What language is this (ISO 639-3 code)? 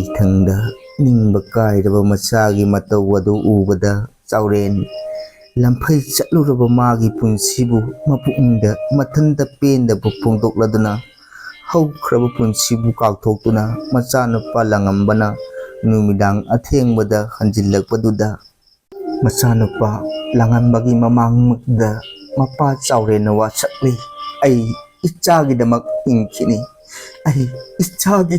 mni